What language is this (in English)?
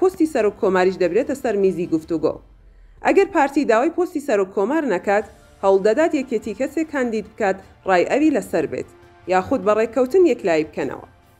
Central Kurdish